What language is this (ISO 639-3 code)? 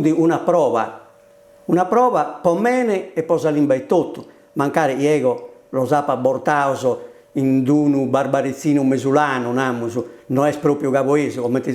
srd